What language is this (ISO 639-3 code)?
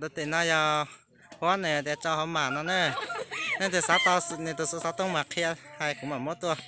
hmn